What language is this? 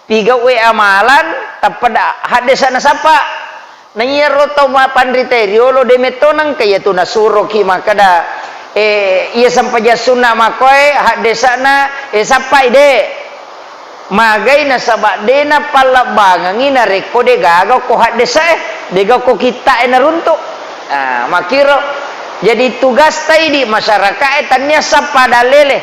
Buginese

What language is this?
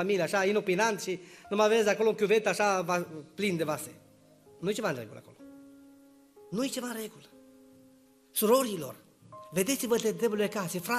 Romanian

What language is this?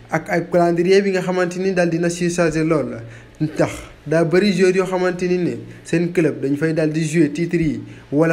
Wolof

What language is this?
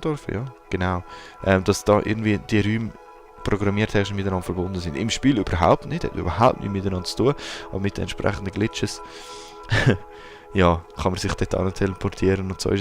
Swiss German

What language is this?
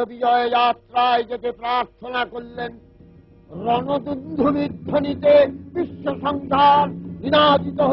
Bangla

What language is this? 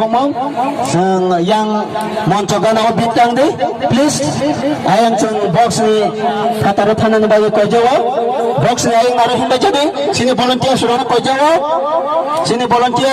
Kok Borok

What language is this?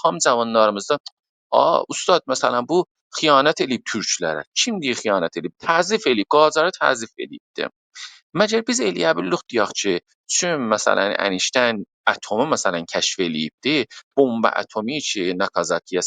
South Azerbaijani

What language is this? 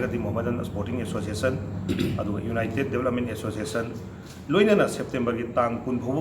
Manipuri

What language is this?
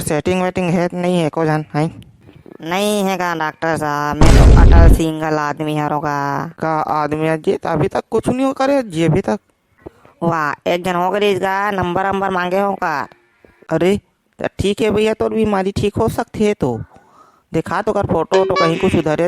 Chhattisgarhi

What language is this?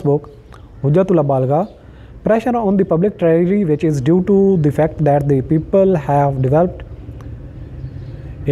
Urdu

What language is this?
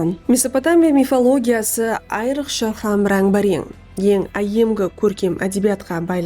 Kara-Kalpak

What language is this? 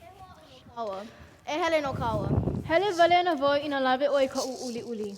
Hawaiian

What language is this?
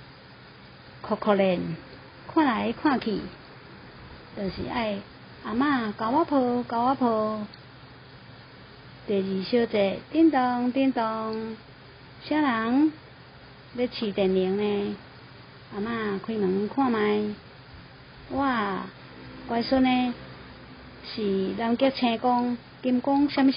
Min Nan Chinese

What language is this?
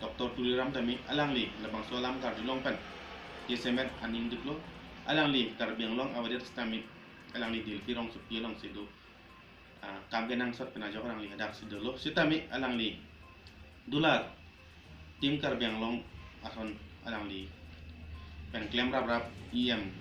Karbi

